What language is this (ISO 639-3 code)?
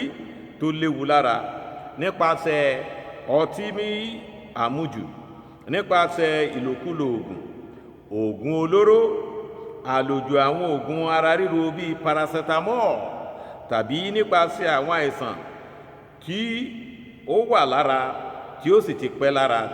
yor